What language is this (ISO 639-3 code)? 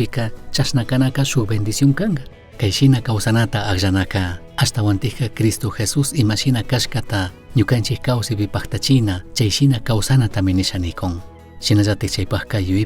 qug